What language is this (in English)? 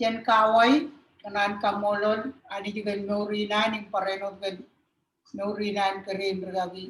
Marshallese